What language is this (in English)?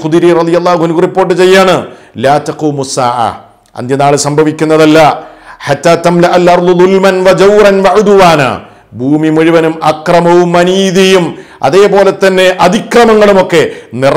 Malayalam